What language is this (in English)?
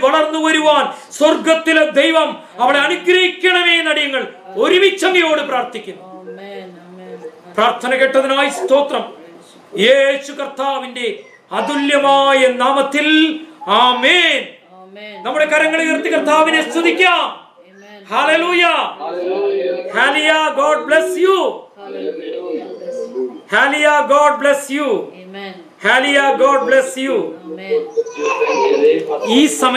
Malayalam